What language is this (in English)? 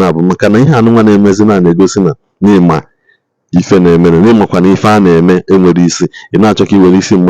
Igbo